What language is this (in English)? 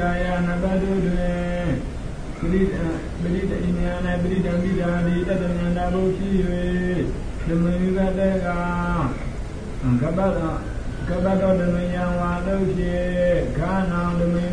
Burmese